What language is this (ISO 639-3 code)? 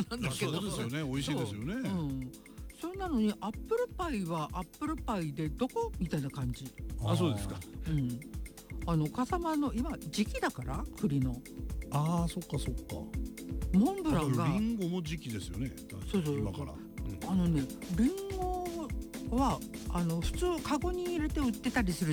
jpn